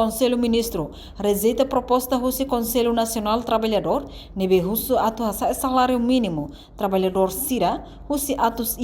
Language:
Tetum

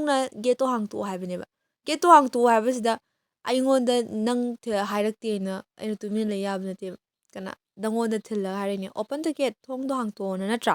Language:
Manipuri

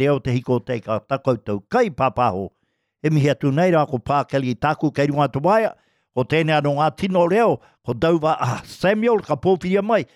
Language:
Māori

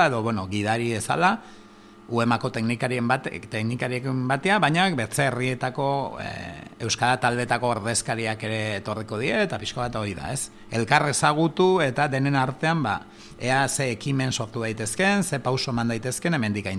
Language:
Basque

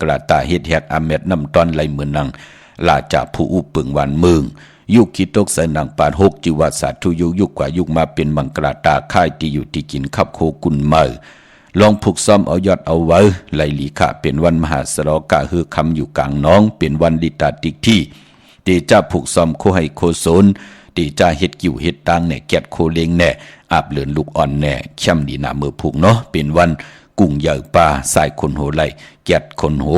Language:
Shan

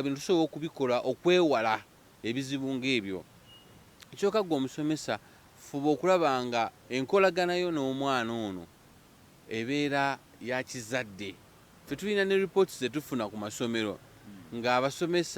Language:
Ganda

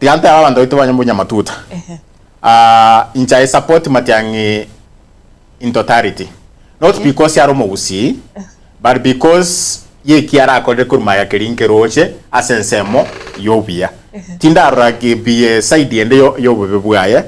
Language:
Gusii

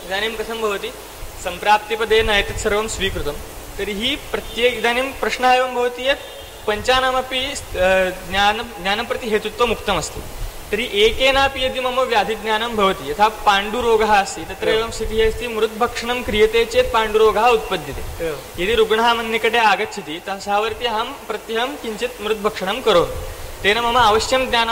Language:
Sanskrit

